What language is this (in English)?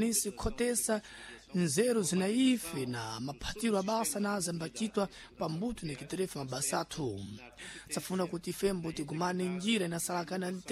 Sena